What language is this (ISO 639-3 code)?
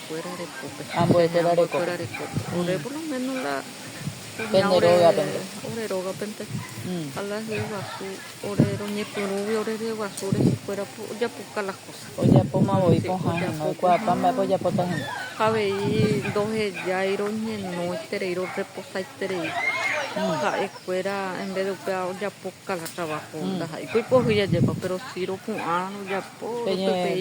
grn